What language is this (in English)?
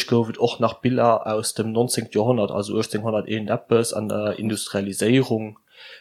Luxembourgish